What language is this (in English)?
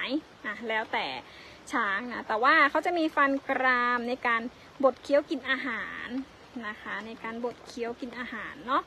Thai